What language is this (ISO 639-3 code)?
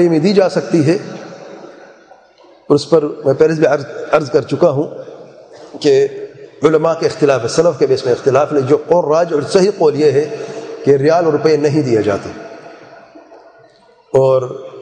urd